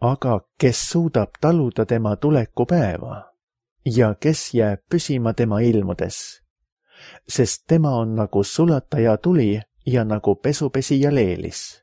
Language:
Estonian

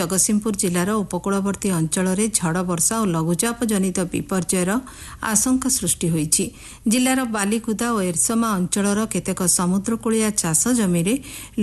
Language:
Odia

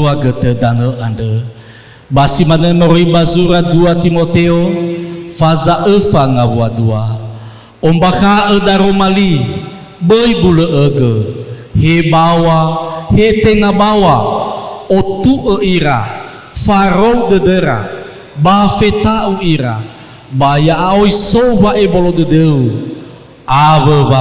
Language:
Nias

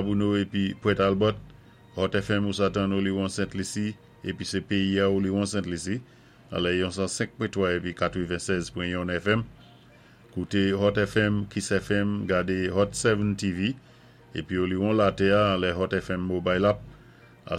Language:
Saint Lucian Creole French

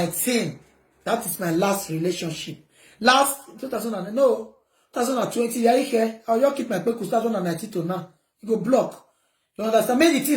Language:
Nigerian Pidgin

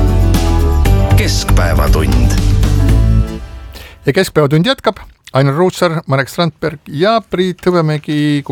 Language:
Estonian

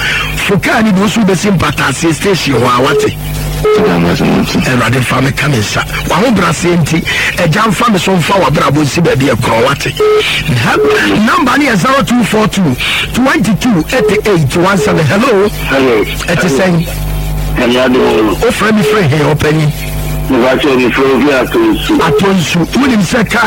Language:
Akan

